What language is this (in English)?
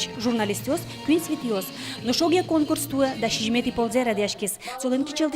Udmurt